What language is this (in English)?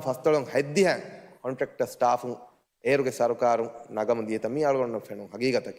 Divehi